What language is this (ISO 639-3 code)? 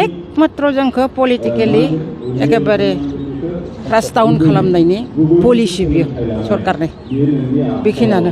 brx